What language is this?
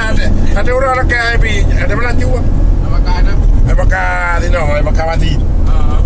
Achinese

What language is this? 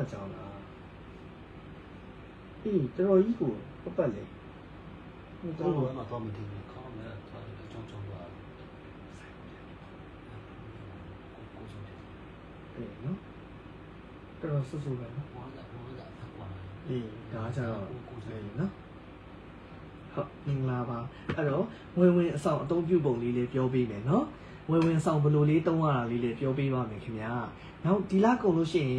Burmese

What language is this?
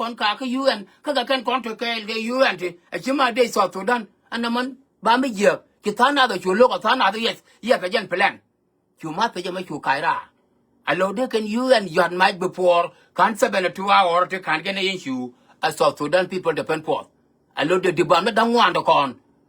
Nuer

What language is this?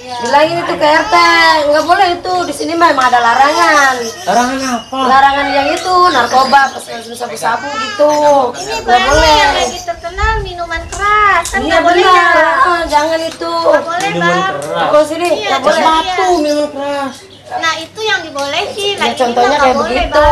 Betawi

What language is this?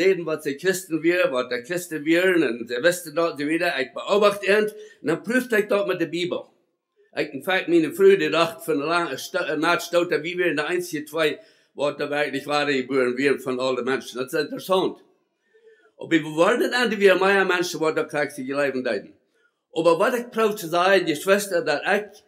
Plautdietsch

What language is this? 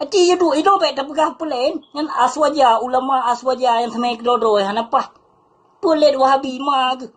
Achinese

